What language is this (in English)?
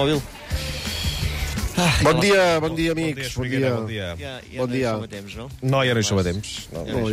Catalan